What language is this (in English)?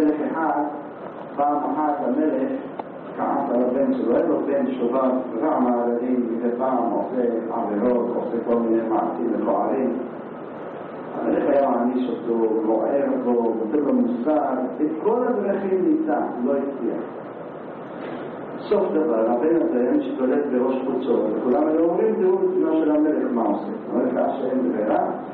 Hebrew